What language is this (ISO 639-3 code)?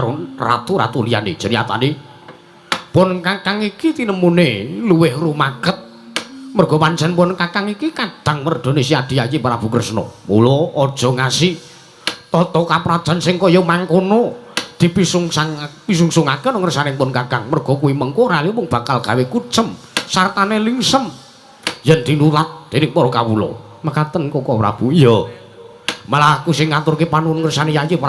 jav